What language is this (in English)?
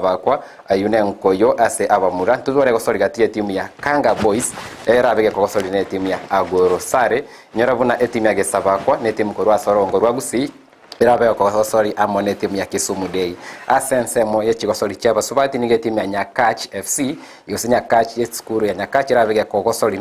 Gusii